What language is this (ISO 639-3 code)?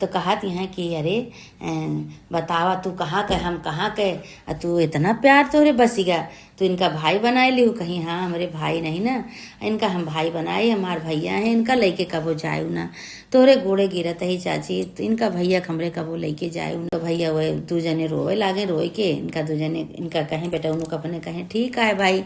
awa